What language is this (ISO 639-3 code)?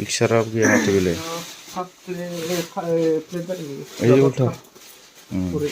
brx